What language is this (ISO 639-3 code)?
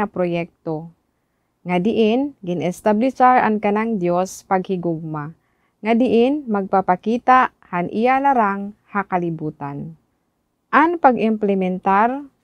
war